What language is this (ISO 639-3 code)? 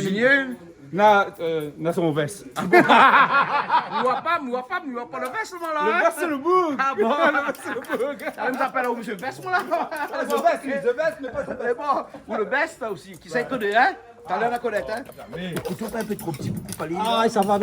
rcf